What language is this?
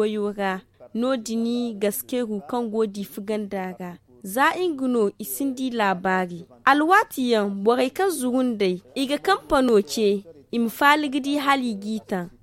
Zarma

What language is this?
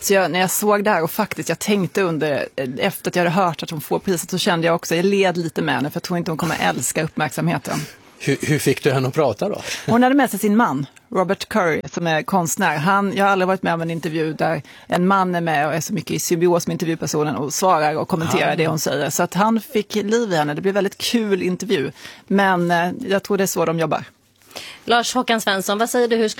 Swedish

